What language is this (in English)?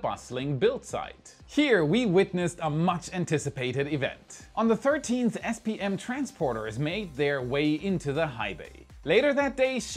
English